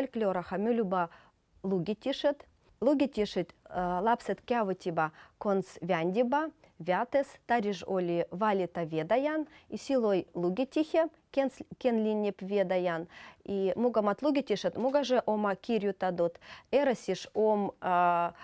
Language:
Veps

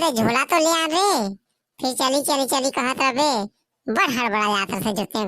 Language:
Chhattisgarhi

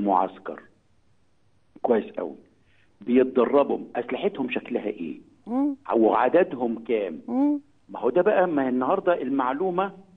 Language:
Egyptian Arabic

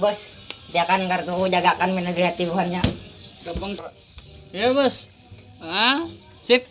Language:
Banjar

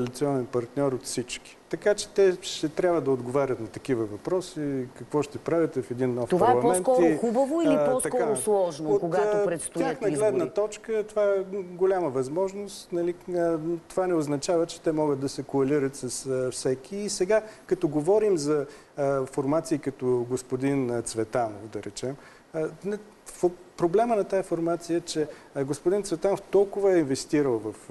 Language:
Bulgarian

